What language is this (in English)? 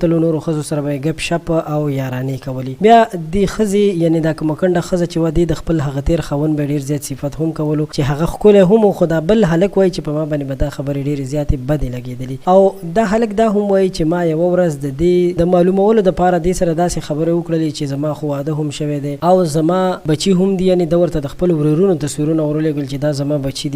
Pashto